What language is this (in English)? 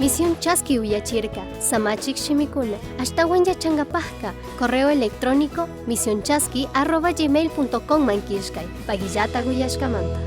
Chimborazo Highland Quichua